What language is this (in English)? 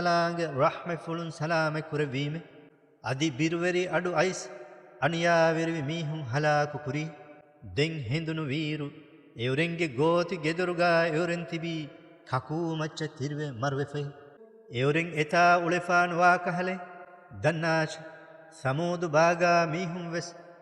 Divehi